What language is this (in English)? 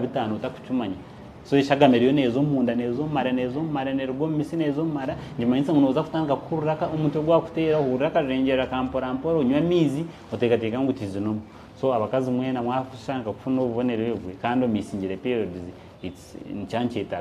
Nyankole